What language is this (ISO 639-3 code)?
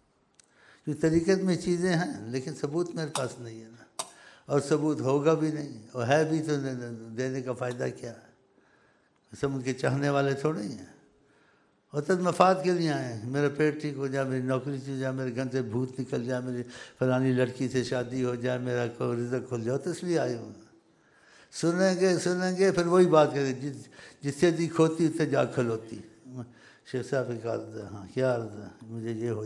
urd